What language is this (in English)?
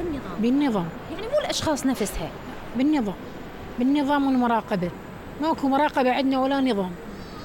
Mesopotamian Arabic